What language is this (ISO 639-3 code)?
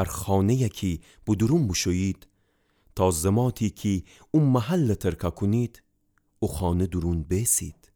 glk